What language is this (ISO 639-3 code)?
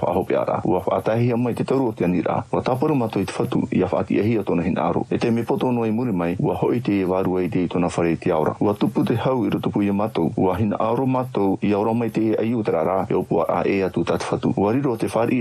tah